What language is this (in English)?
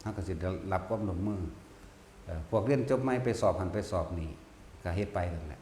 Northeastern Thai